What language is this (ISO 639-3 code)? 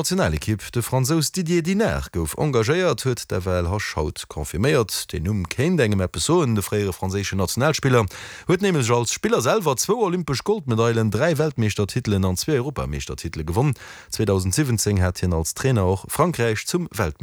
ltz